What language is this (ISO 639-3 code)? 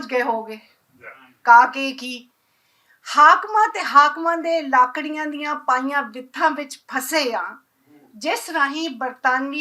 lah